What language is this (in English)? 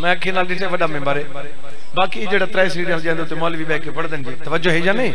Saraiki